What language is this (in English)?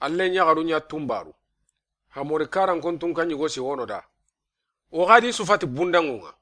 Soninke